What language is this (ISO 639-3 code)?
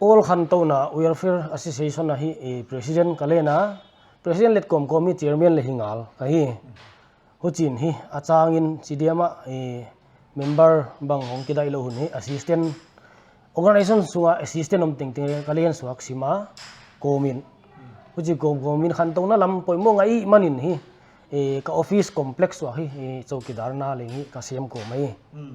pck